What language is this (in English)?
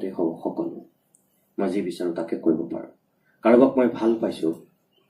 Assamese